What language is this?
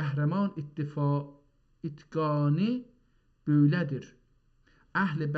South Azerbaijani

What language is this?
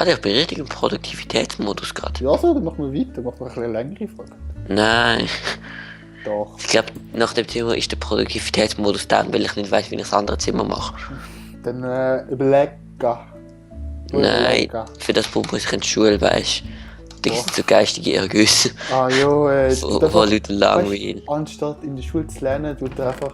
Swiss German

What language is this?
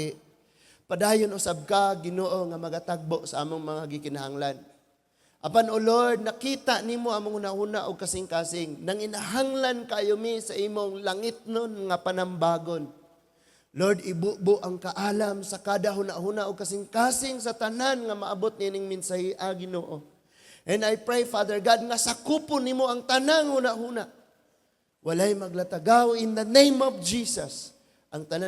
Cebuano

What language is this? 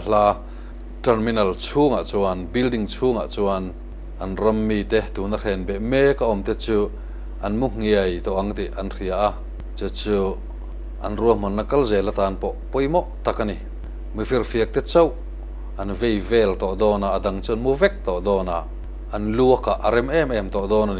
Mizo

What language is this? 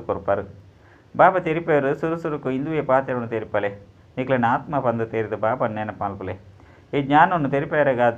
Tulu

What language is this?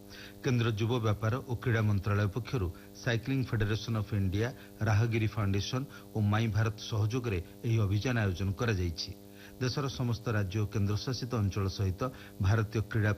Odia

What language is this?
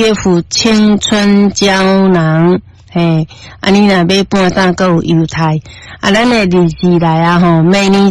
Min Nan Chinese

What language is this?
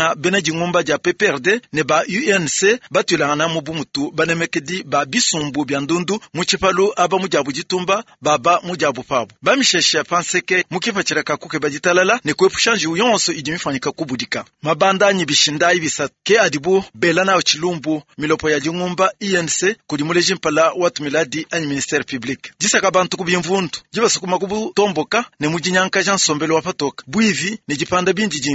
Luba-Lulua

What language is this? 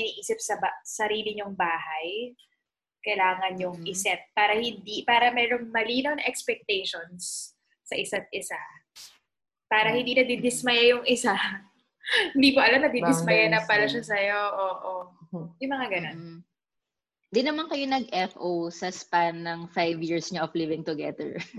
Filipino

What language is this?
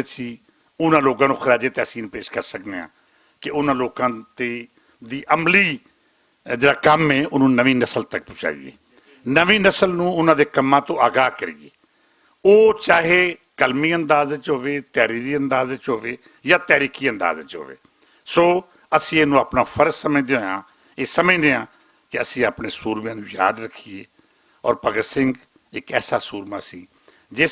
Western Panjabi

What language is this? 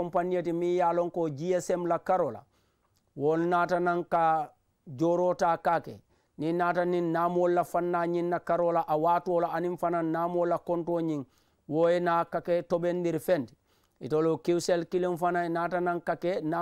Mandingo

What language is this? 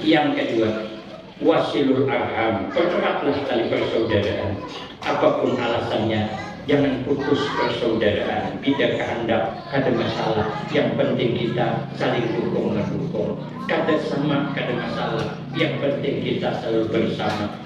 Banjar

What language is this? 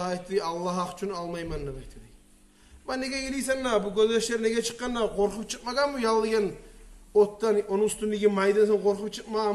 Kumyk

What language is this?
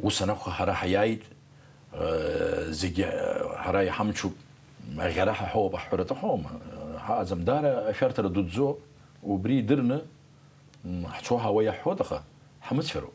Abkhazian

